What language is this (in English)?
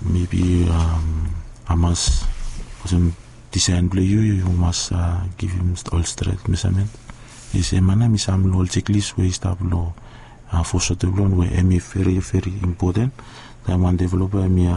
Bislama